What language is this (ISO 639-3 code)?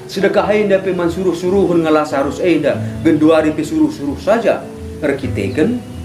btx